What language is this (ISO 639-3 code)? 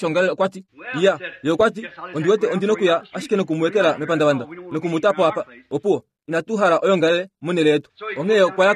kua